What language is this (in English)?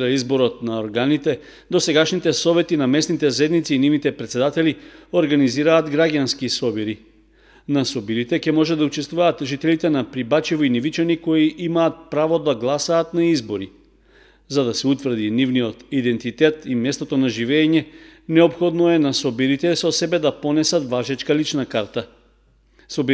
Macedonian